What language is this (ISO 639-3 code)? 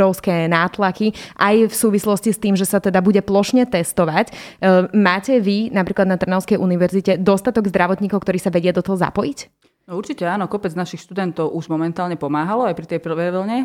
slk